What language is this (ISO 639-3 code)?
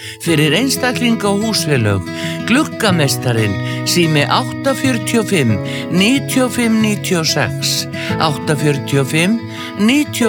isl